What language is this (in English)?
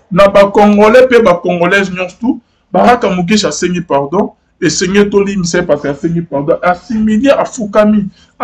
Lingala